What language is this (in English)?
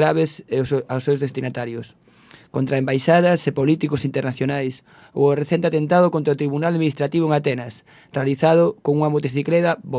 Galician